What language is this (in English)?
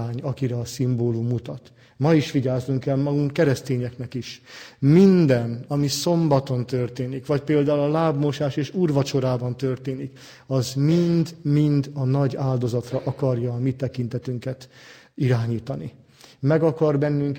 Hungarian